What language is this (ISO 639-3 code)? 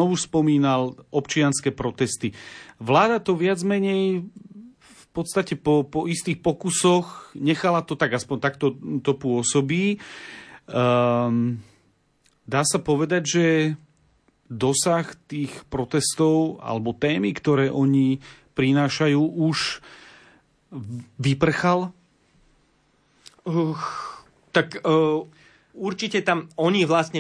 slk